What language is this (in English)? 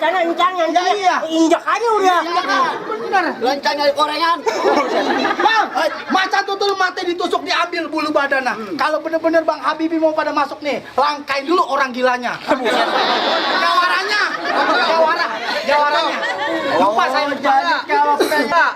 Betawi